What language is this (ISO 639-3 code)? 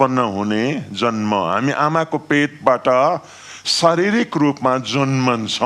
nep